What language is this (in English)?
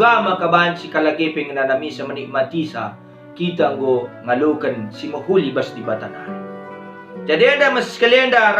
Batak Karo